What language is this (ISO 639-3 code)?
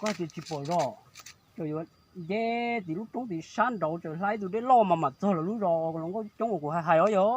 hmn